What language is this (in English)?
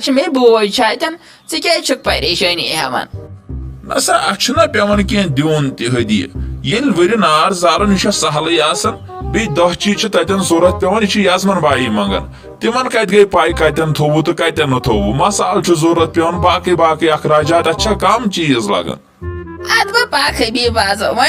Kashmiri